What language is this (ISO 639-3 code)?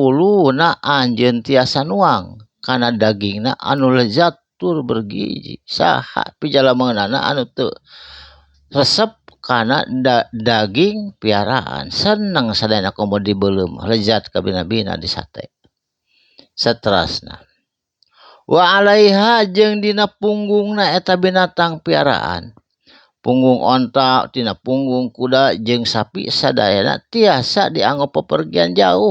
sun